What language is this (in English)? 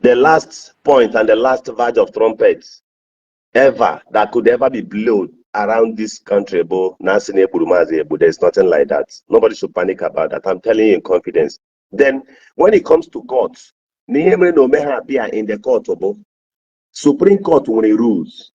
Igbo